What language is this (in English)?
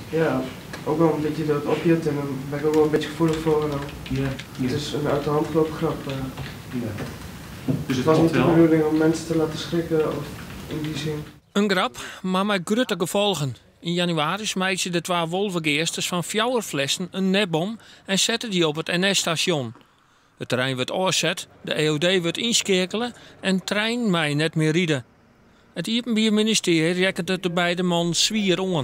Western Frisian